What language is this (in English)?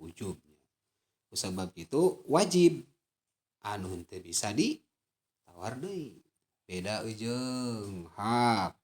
Sundanese